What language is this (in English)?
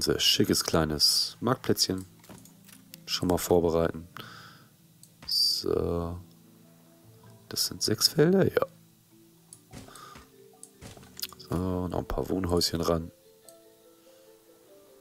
German